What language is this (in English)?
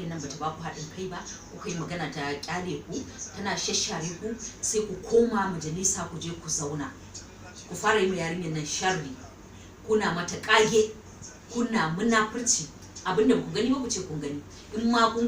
Hausa